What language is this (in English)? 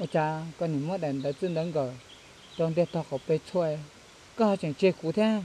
Hmong